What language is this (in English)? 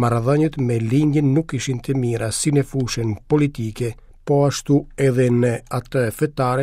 Albanian